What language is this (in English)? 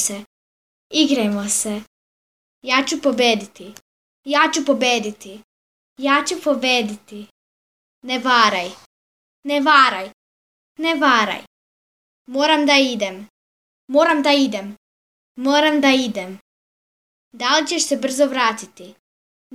Serbian